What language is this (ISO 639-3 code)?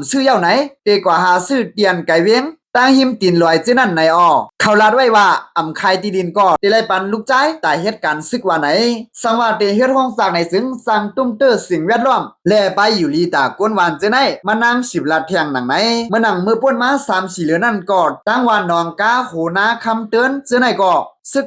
shn